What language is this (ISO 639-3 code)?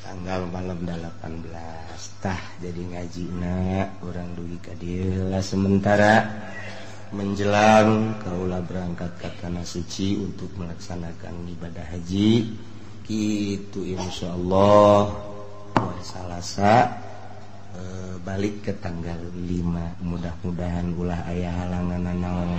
sun